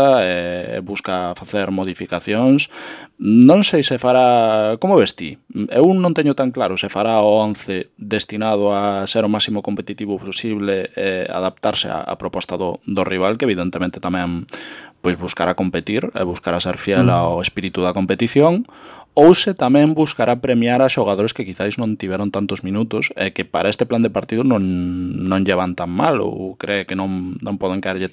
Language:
Galician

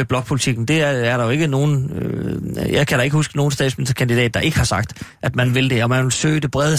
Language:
Danish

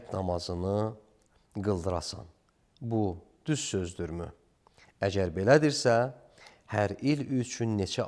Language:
Azerbaijani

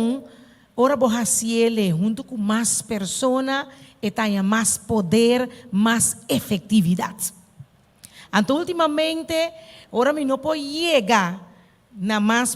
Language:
Papiamento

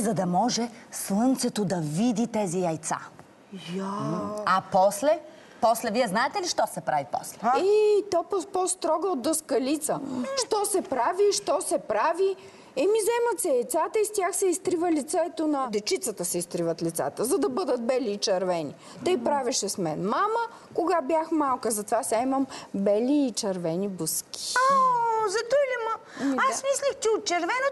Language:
Bulgarian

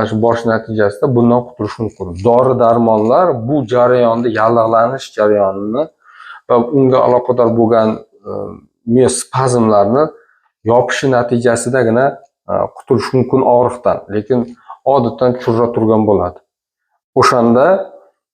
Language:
Uzbek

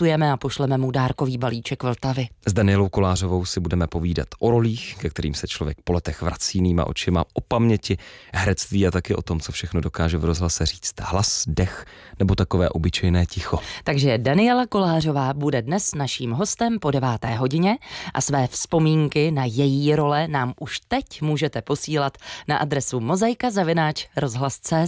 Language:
Czech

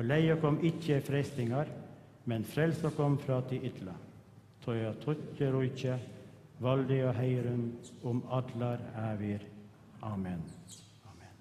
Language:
Faroese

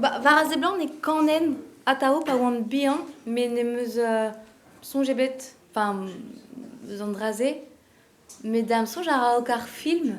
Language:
Breton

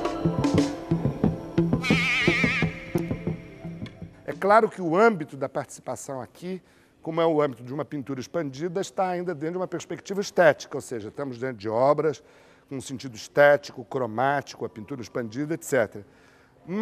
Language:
Portuguese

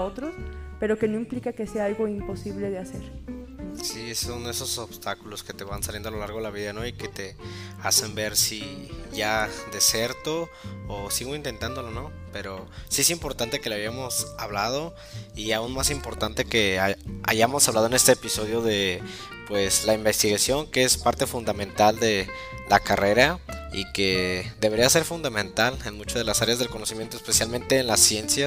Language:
Spanish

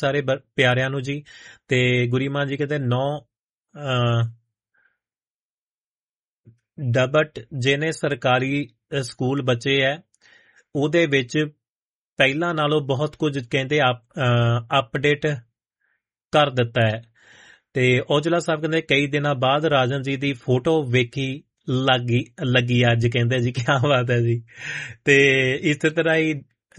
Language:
Punjabi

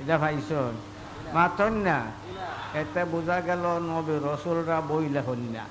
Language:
Sylheti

